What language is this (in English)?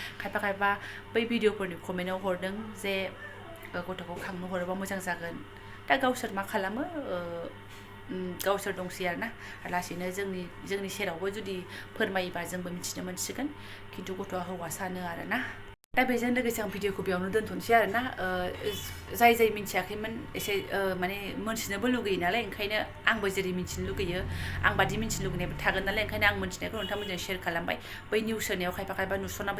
Bodo